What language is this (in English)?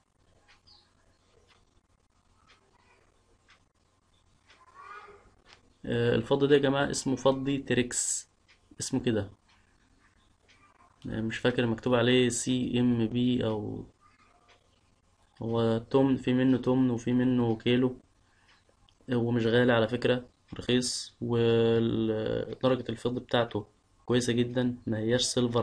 Egyptian Arabic